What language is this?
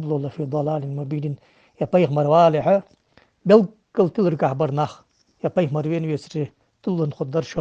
Ingush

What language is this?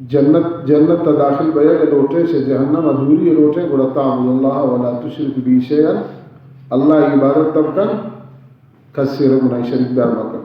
Baluchi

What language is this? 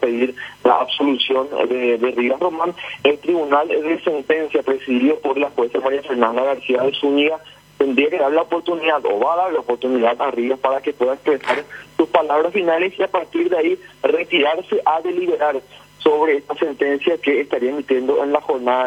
Spanish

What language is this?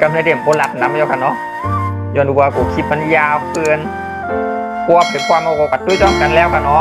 Shan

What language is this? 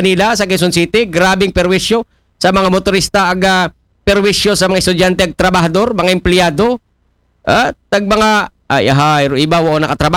Aklanon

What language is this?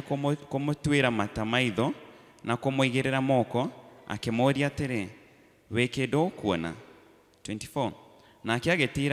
Kikuyu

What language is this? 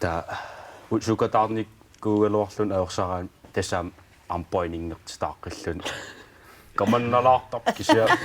Kalaallisut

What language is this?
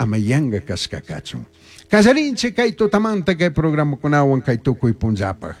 Chimborazo Highland Quichua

